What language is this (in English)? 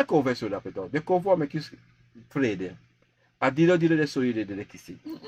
Sranan Tongo